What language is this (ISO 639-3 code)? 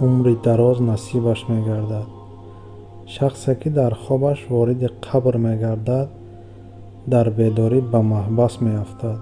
tgk